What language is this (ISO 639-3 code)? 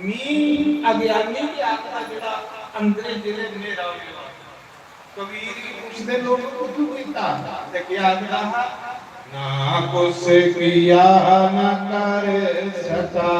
doi